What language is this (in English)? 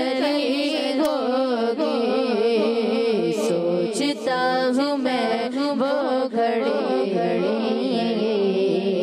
Hindi